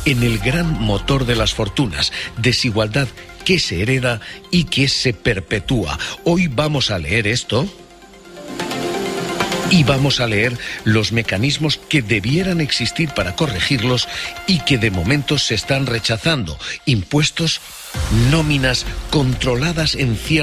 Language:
Spanish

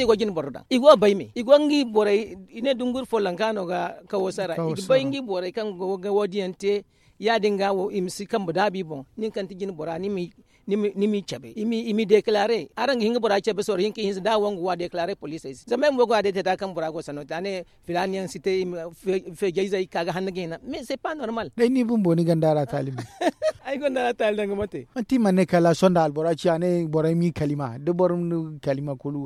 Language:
Zarma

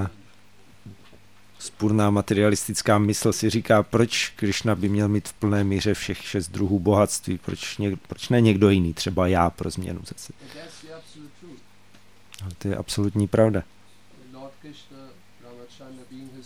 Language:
Czech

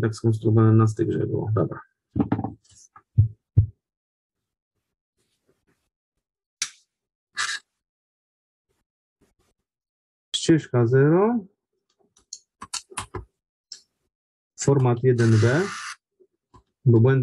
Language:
Polish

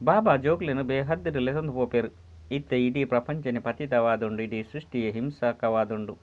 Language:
Tulu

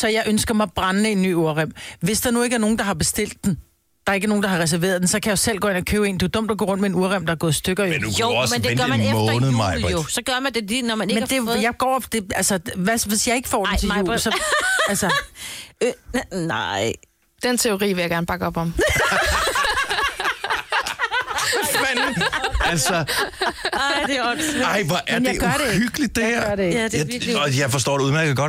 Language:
Danish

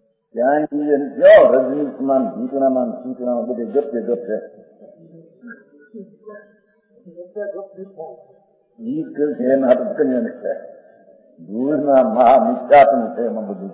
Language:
Gujarati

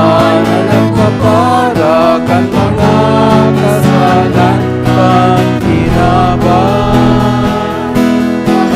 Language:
Bikol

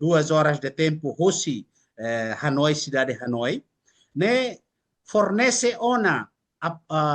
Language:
Tetum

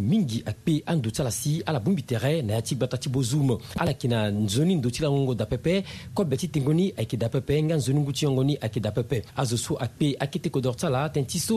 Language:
Sango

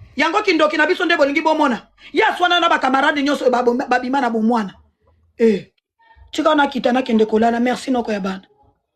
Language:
Lingala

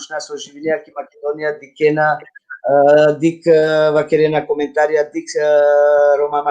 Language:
Balkan Romani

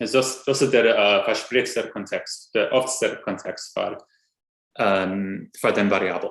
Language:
Yiddish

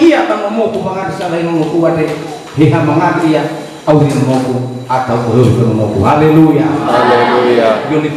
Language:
Nias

